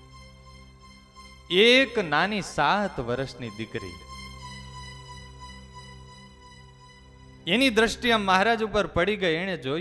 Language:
Gujarati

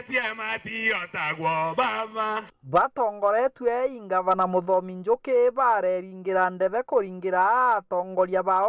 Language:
Meru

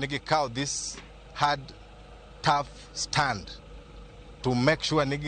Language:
Luo (Kenya and Tanzania)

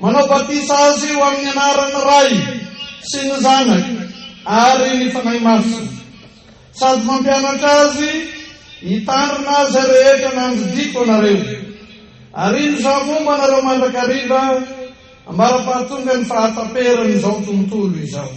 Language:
Malagasy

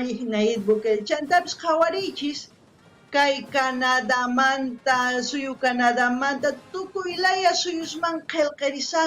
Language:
South Bolivian Quechua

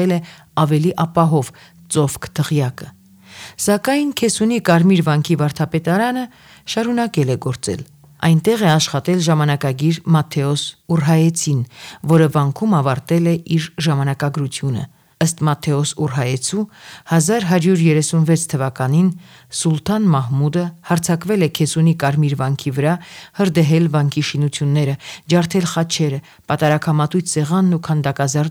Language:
Armenian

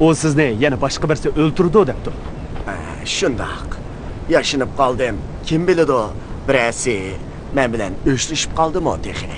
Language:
Uyghur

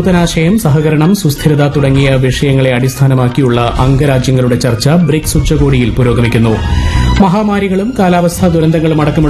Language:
Malayalam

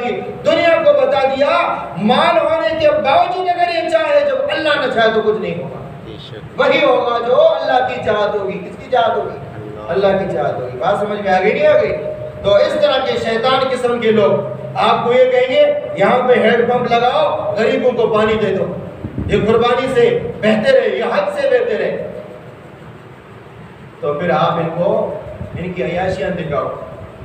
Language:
Urdu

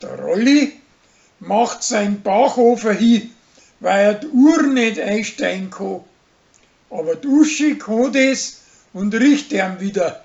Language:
Bavarian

